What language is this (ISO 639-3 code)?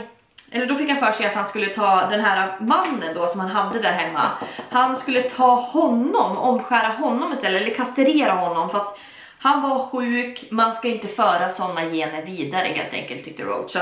swe